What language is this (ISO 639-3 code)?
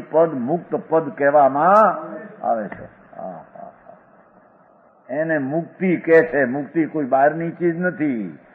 guj